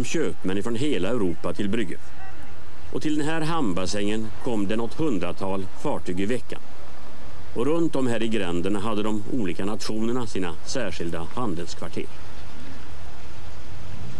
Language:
Swedish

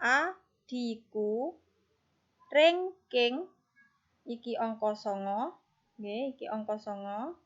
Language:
Javanese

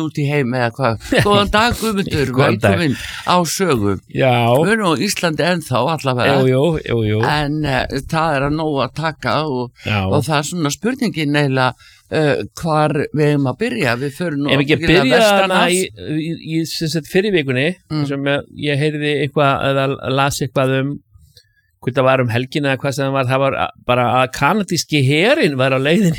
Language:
Icelandic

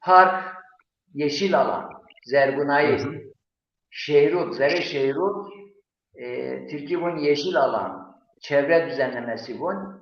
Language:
Zaza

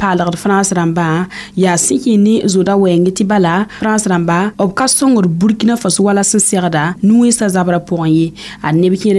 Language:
Mossi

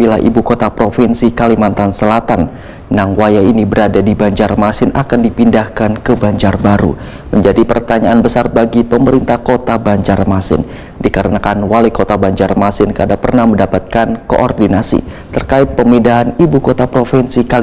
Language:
Banjar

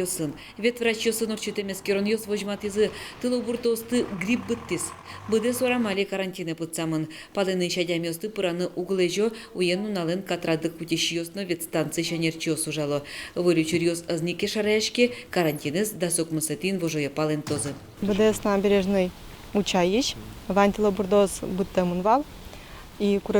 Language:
Udmurt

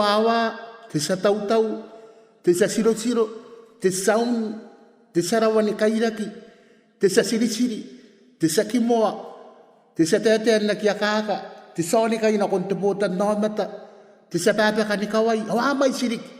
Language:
Gilbertese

